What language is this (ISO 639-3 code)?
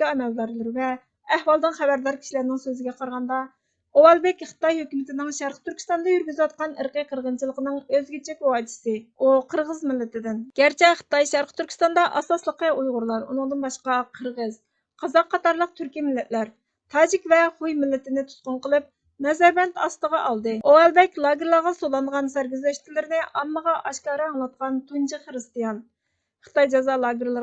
uig